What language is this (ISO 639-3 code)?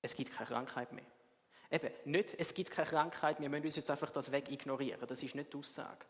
gsw